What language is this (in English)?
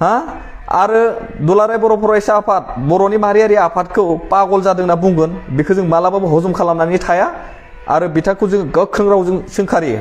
Bodo